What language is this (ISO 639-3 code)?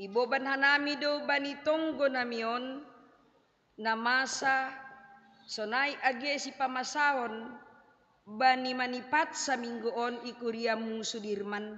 bts